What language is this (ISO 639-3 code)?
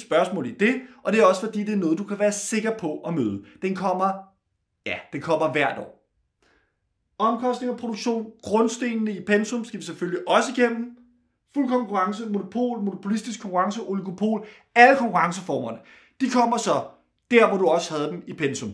dan